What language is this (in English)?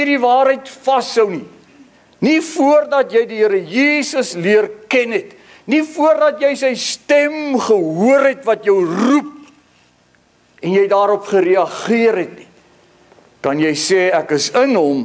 Afrikaans